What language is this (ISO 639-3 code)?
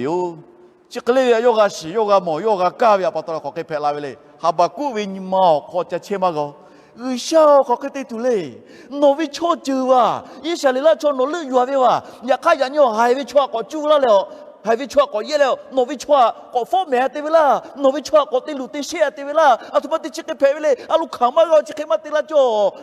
lhu